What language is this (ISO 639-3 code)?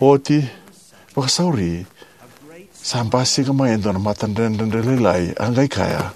fij